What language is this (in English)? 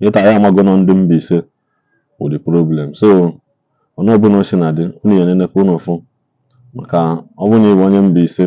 Igbo